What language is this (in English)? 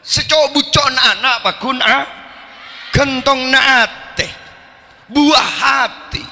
Madurese